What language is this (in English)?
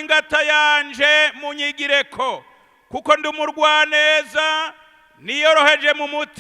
Rundi